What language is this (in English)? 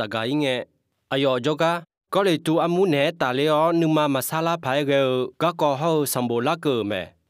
Akha